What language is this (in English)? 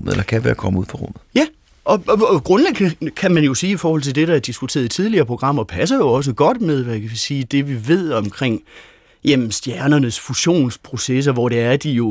Danish